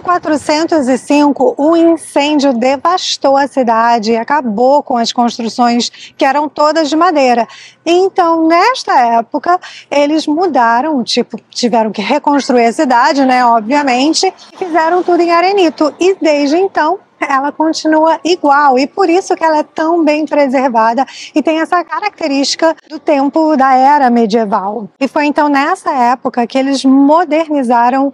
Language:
Portuguese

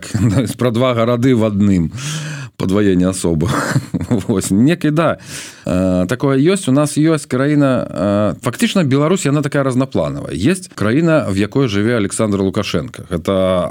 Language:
Belarusian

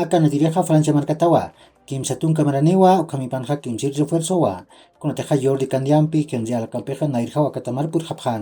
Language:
Aymara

